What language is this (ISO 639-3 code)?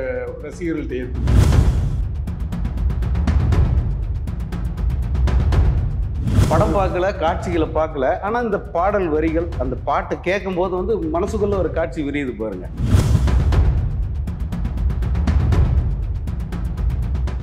tam